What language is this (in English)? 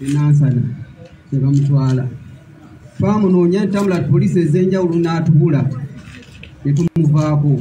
Ganda